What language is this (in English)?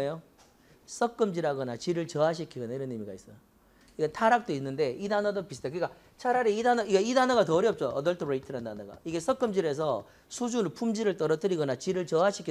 Korean